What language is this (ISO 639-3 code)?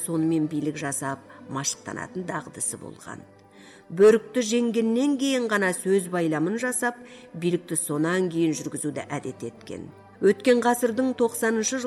kaz